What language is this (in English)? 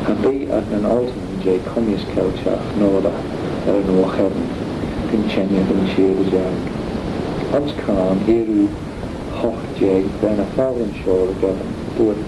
Manx